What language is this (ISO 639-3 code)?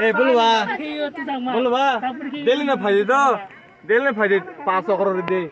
trp